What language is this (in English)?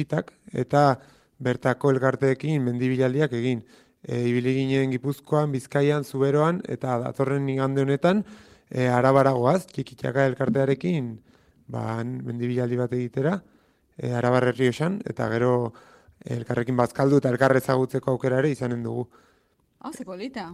Basque